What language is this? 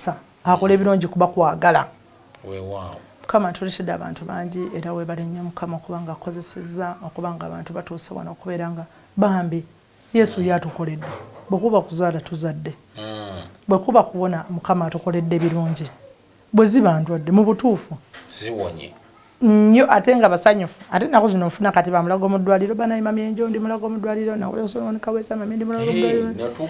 Ganda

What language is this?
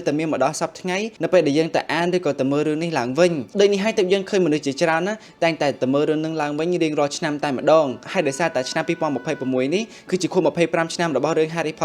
Khmer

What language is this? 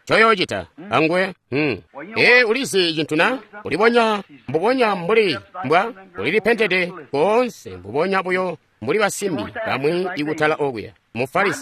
Tonga (Zambia)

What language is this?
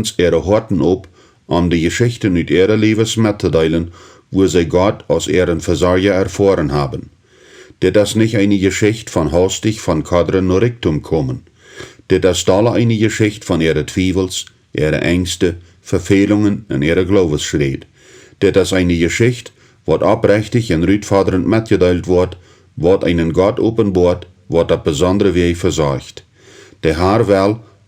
Plautdietsch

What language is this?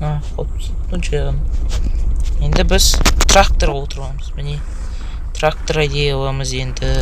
Kazakh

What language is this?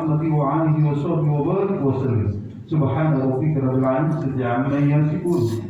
Gorontalo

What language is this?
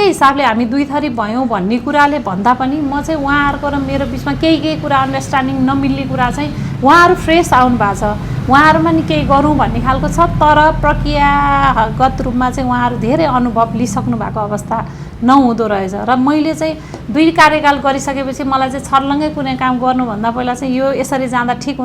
Nepali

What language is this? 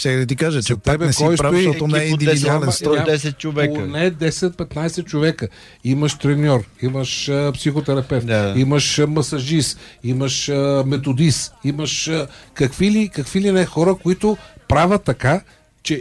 Bulgarian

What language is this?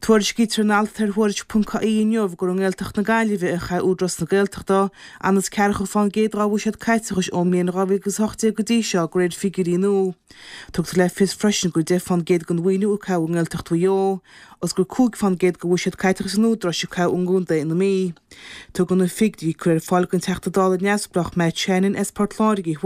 Irish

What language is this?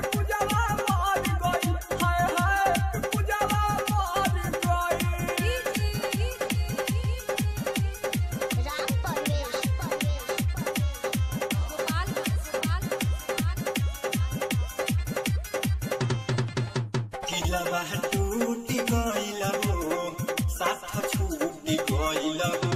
Bhojpuri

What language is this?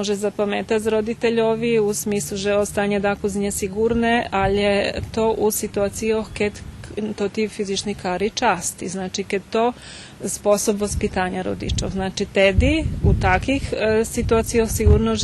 Rusyn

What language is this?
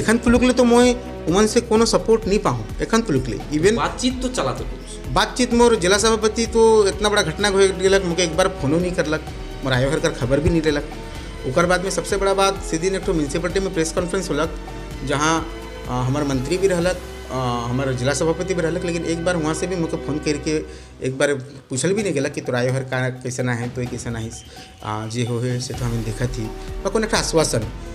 Sadri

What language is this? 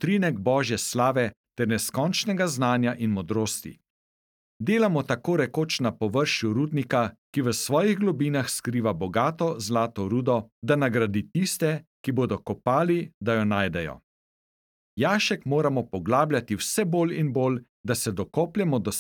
Slovenian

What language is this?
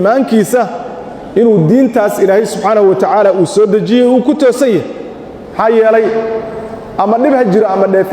Somali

